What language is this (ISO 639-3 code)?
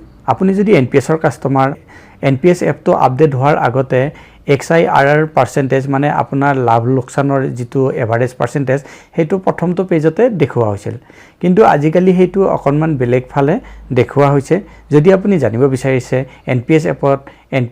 asm